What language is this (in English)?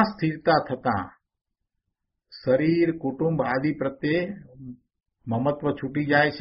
Gujarati